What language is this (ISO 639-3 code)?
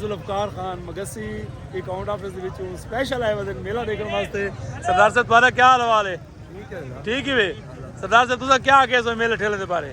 skr